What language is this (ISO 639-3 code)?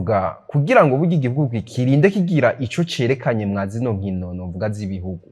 run